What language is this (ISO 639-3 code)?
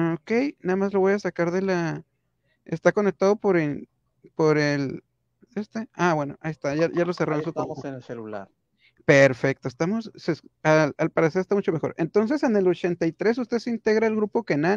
spa